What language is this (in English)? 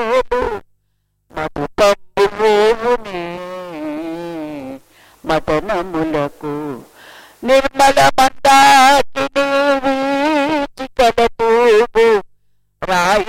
Telugu